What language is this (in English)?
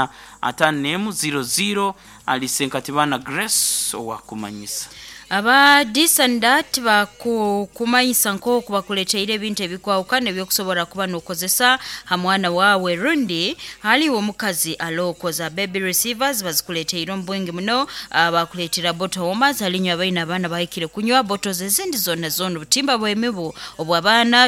Nyoro